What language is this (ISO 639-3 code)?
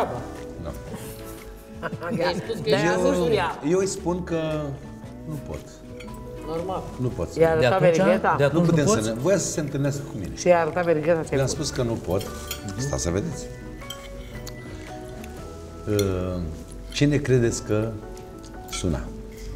ron